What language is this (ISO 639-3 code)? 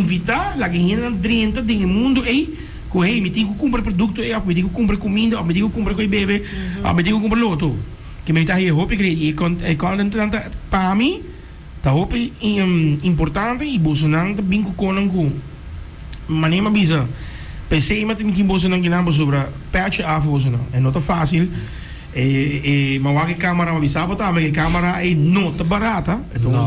pap